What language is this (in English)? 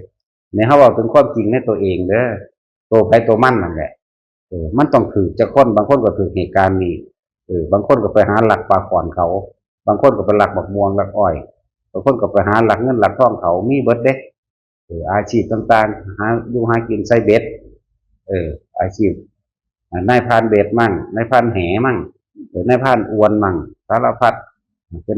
Northeastern Thai